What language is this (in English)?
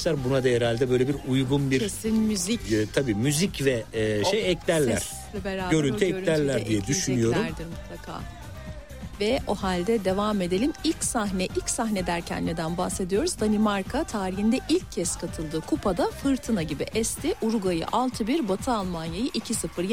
Turkish